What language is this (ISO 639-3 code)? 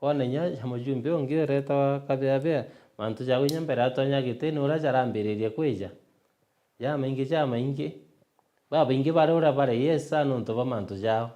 mer